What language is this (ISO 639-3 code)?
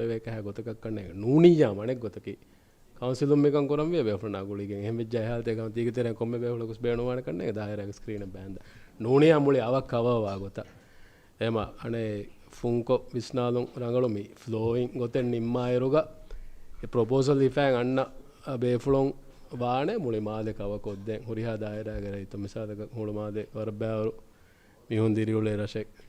div